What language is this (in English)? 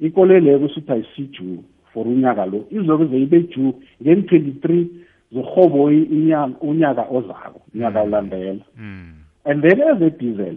South Ndebele